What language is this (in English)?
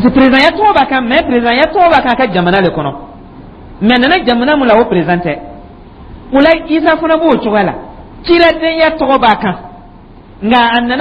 Dyula